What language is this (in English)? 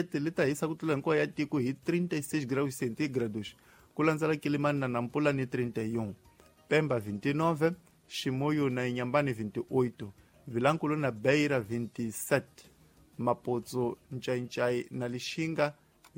Tsonga